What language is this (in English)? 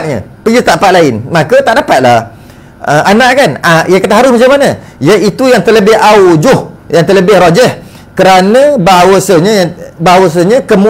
Malay